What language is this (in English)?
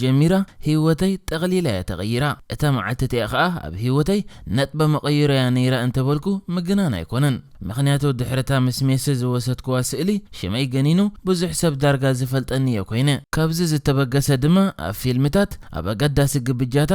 Tigrinya